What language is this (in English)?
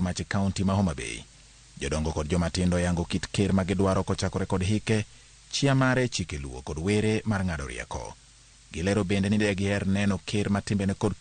Luo (Kenya and Tanzania)